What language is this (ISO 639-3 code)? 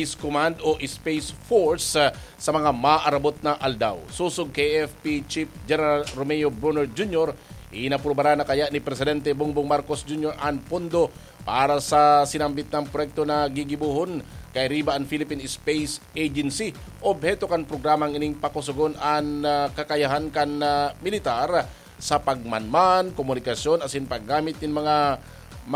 bik